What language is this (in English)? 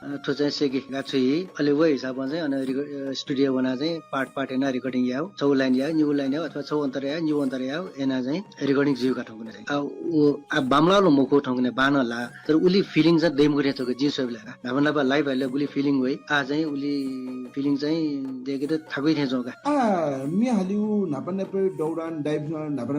Newari